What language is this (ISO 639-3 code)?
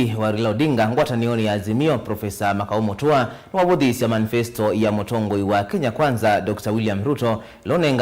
kam